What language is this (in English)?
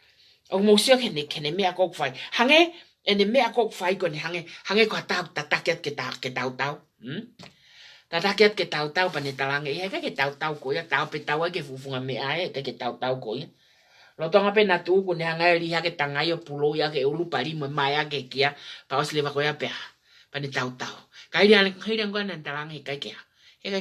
Tongan